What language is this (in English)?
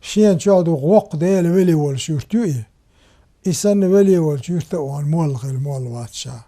Chechen